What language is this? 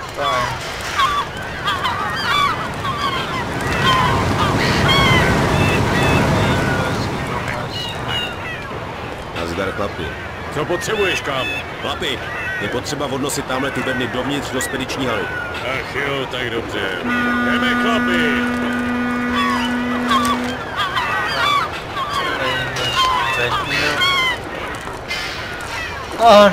Czech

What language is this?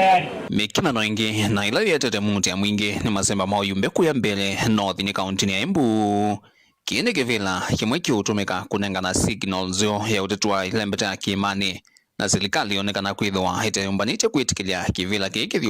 Kamba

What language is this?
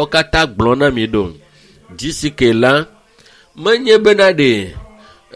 Ewe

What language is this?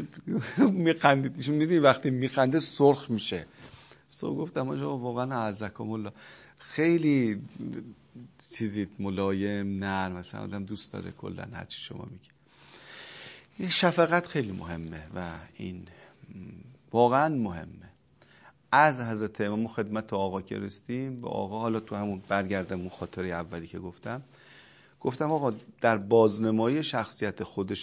Persian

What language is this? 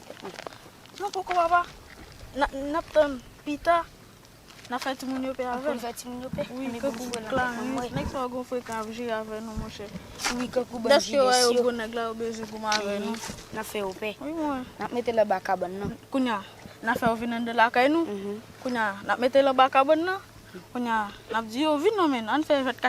Haitian Creole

